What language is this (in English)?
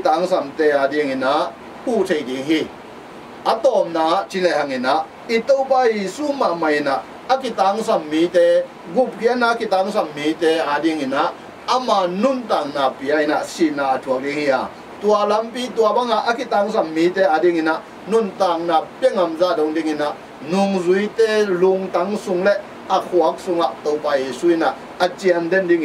Tedim Chin